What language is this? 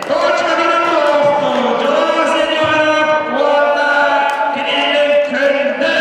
Yakut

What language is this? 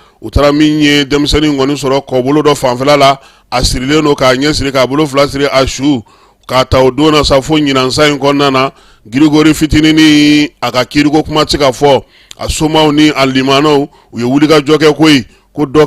Bambara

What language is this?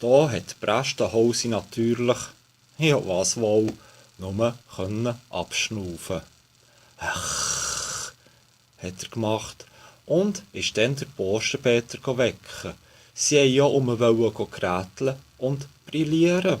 Swiss German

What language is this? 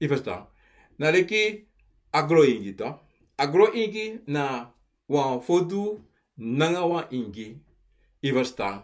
Sranan Tongo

